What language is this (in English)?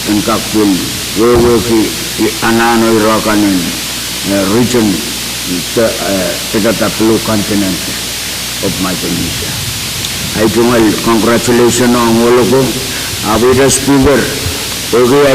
Pohnpeian